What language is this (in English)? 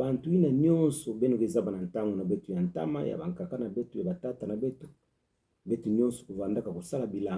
Kituba (Democratic Republic of Congo)